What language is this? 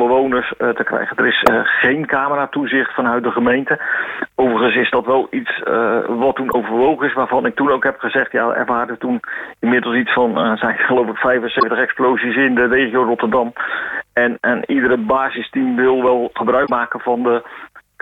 Dutch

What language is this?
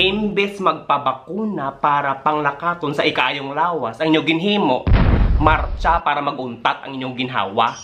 Hiligaynon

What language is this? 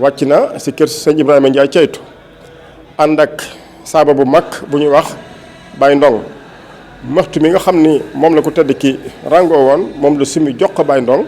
Wolof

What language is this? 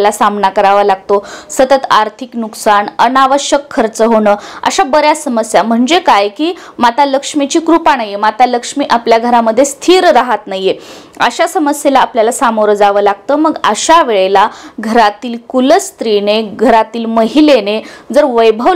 Marathi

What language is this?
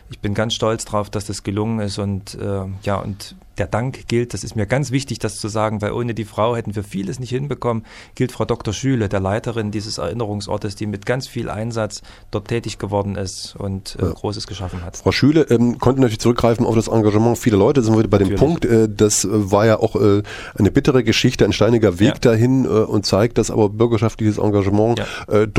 German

